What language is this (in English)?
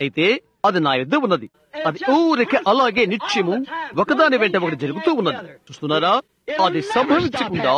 Telugu